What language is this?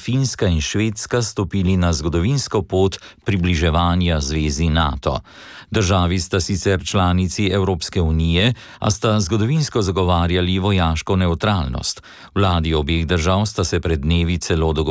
Slovenian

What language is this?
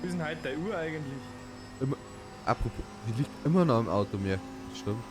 Bavarian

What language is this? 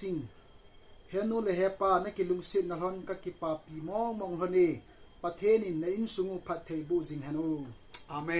Thado Chin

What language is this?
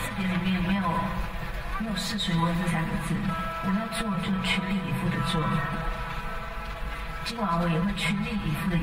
Chinese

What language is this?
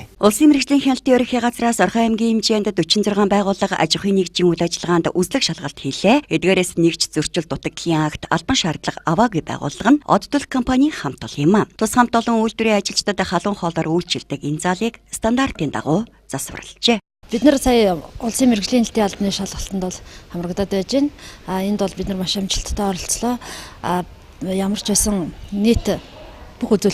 Mongolian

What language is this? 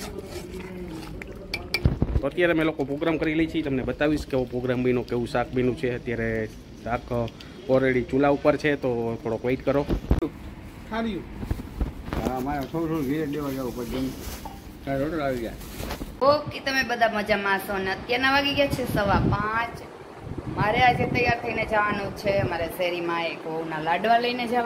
Gujarati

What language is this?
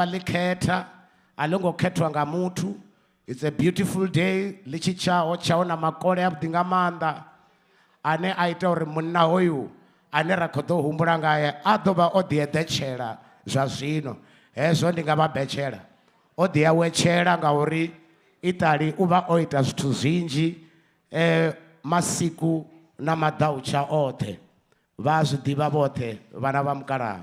Venda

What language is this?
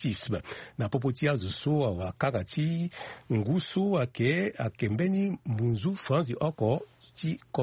Sango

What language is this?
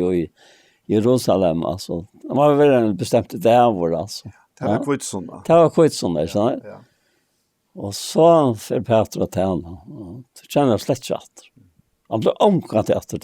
Faroese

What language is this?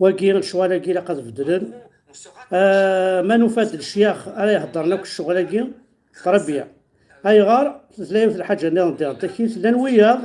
Kabyle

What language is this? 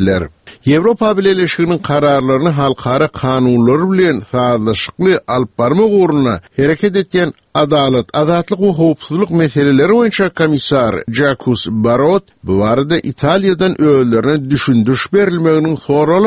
Turkmen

